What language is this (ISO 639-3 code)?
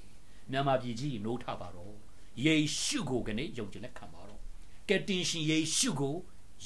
mya